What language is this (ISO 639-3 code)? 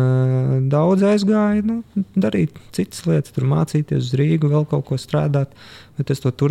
lav